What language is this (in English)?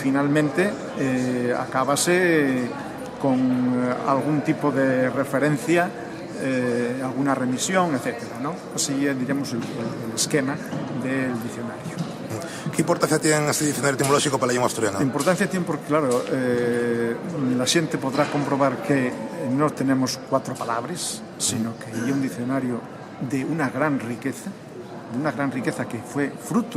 Asturian